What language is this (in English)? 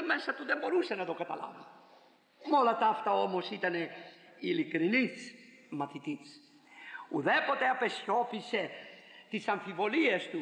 Greek